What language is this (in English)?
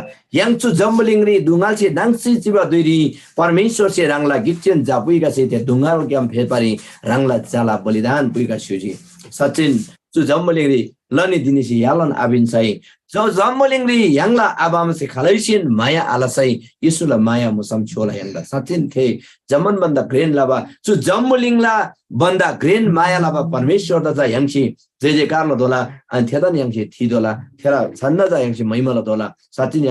Eastern Tamang